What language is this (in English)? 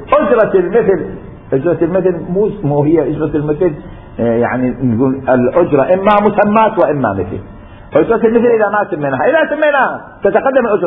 Mesopotamian Arabic